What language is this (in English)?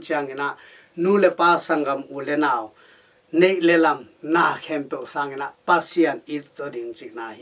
Tedim Chin